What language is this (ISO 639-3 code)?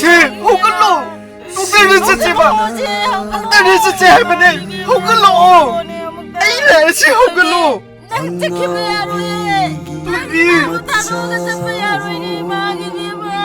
mni